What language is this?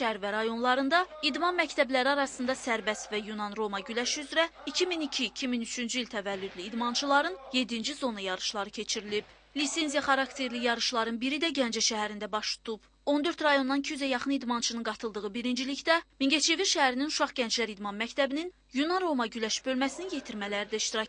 Azerbaijani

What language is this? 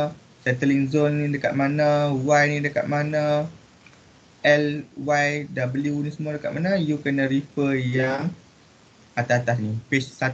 Malay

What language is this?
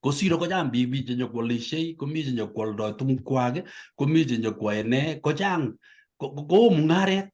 Kalenjin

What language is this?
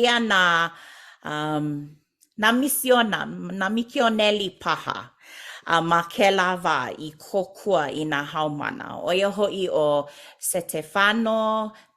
Hawaiian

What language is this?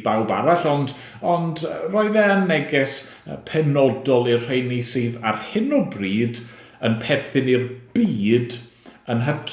Welsh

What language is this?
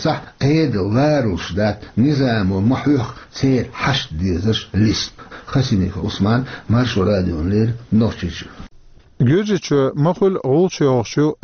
Chechen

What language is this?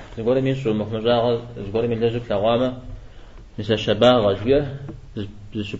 Kabardian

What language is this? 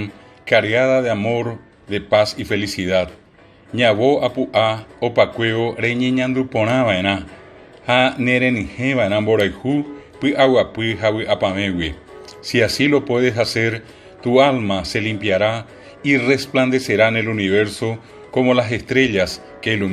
Guarani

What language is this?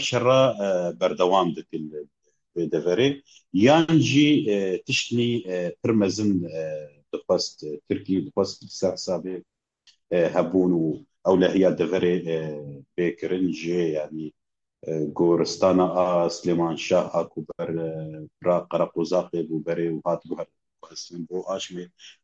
Kurdish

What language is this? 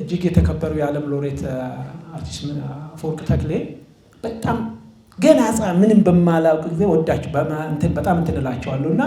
Amharic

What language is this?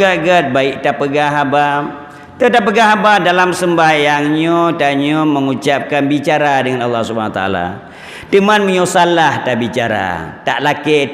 Achinese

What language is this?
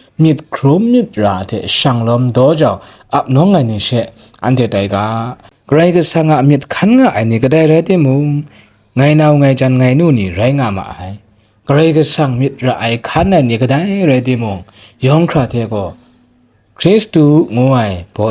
Kachin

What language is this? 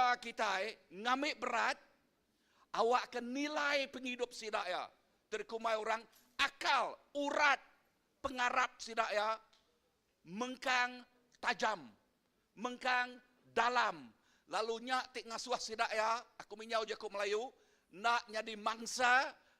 Iban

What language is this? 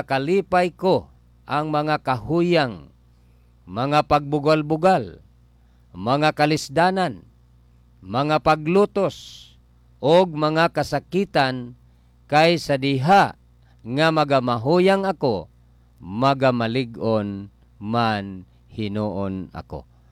Cebuano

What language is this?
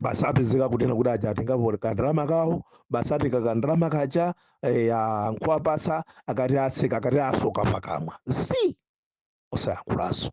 Nyanja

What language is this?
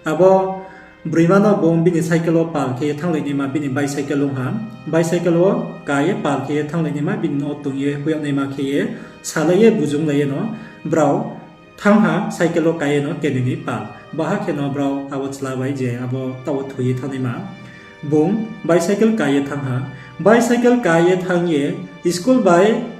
Riang (India)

